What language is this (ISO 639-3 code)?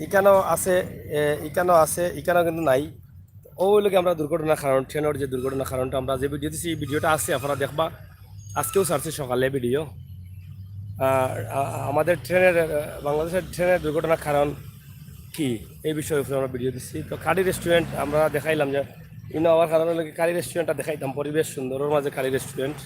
syl